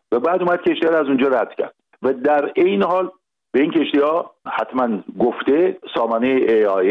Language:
Persian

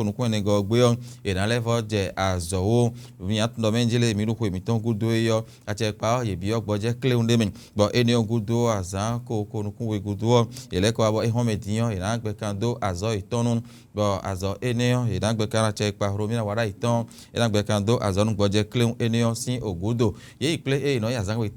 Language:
Fon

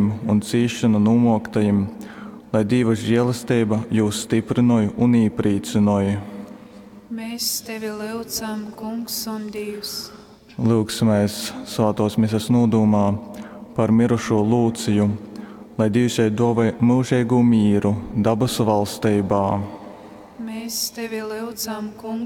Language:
Latgalian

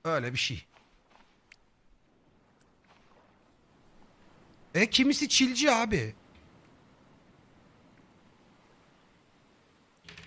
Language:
Turkish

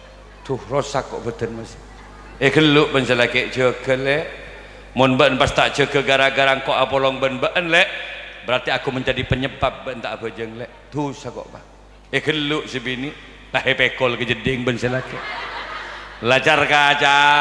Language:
Madurese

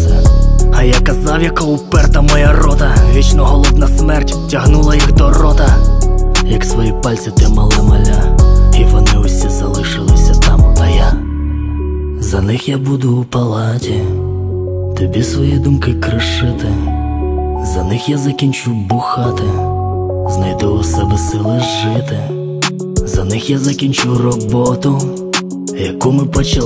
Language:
Ukrainian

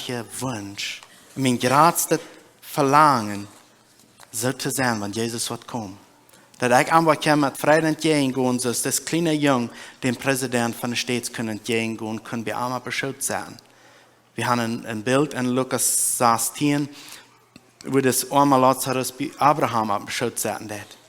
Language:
Plautdietsch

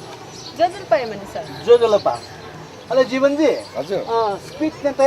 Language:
Newari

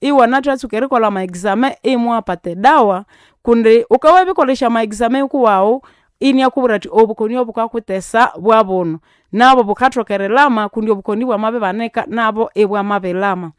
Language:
Nande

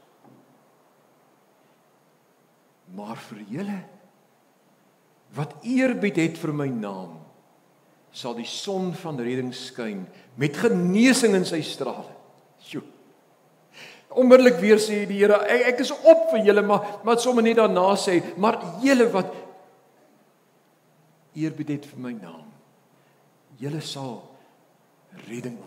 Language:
Afrikaans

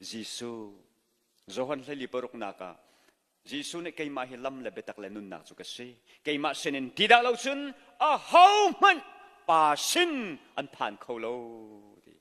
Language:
Hakha Chin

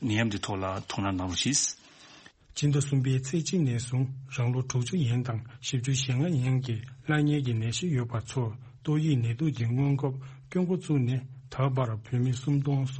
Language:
Tibetan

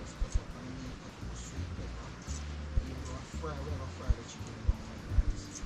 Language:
Jamaican Creole English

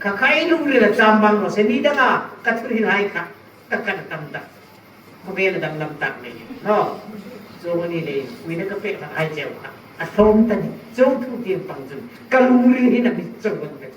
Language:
Hmar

